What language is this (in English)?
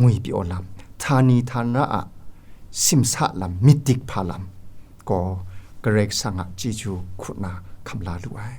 Kachin